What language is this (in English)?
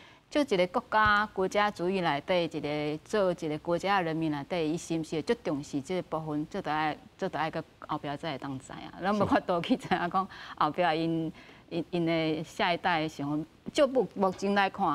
Min Nan Chinese